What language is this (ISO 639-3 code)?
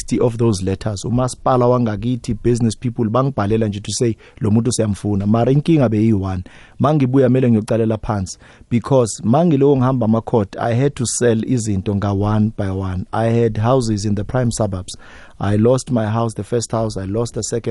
nbl